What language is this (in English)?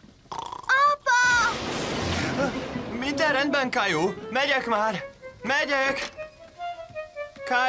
Hungarian